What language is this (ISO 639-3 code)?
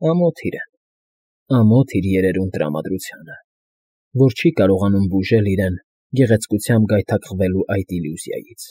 hye